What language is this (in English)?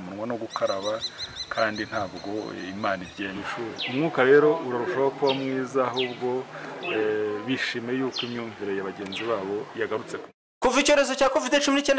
Kinyarwanda